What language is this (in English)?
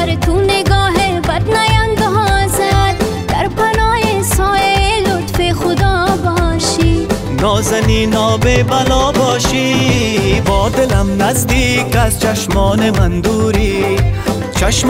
Persian